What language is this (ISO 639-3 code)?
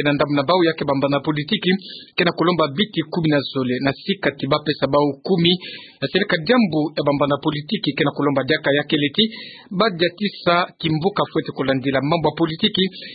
ktu